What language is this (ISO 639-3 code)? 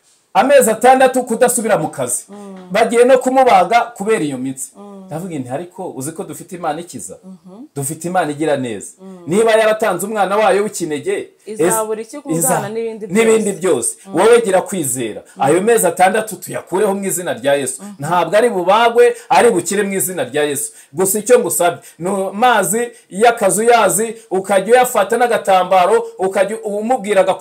kin